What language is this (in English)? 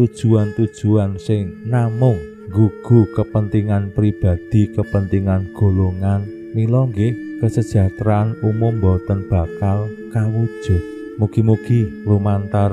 Javanese